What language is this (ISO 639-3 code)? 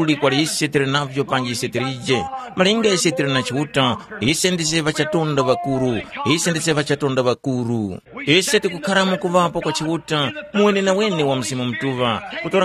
tum